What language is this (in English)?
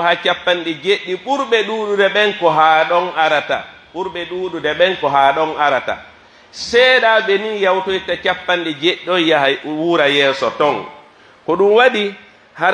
Pular